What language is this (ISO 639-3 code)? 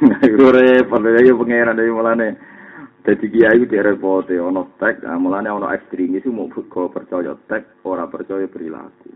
jav